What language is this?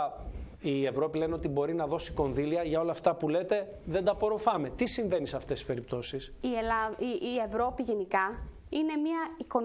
Greek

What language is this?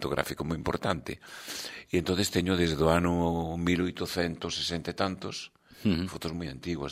Galician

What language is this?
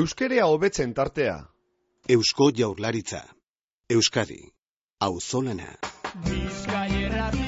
Basque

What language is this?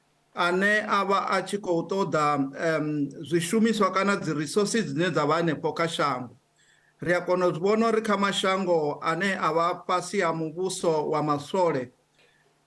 Venda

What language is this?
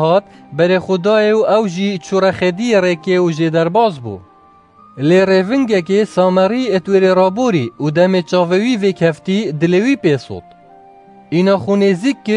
Kurdish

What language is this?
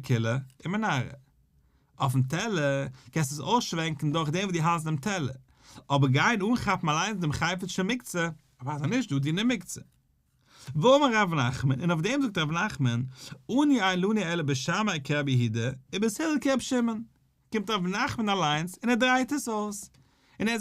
Yiddish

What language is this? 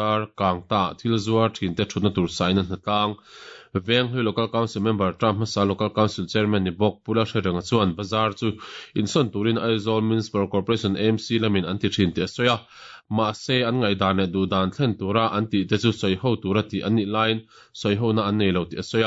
Mizo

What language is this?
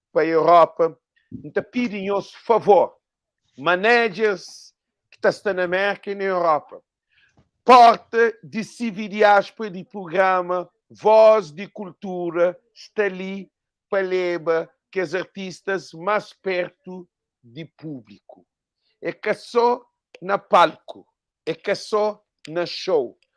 Kabuverdianu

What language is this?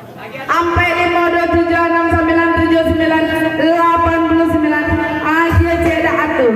Minangkabau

